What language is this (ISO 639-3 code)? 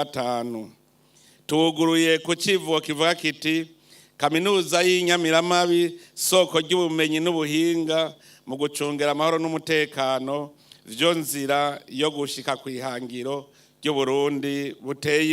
run